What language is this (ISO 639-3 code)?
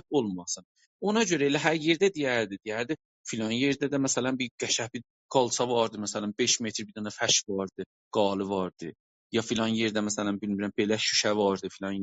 azb